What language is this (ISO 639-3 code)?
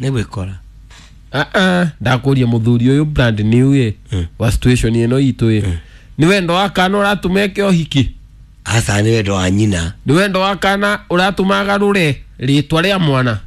kik